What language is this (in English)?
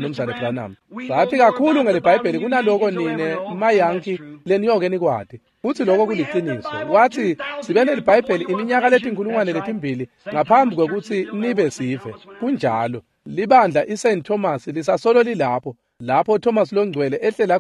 Swati